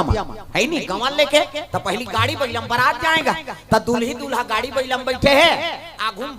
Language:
Chhattisgarhi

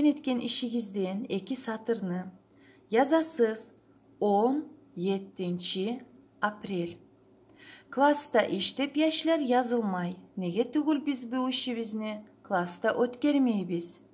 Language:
Kumyk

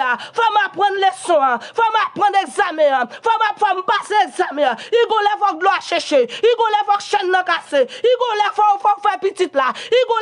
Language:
Haitian Creole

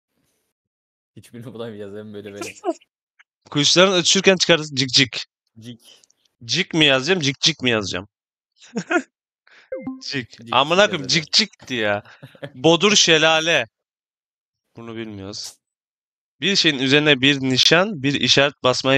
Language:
Turkish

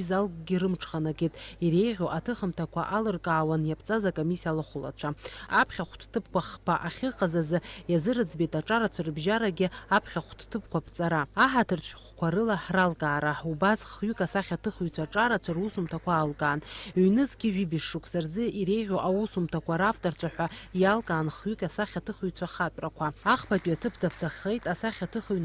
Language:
Abkhazian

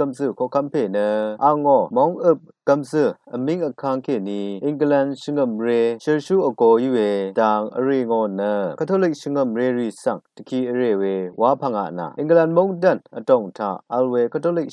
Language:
Rawang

